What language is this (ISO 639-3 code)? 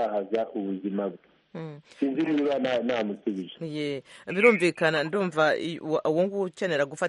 kin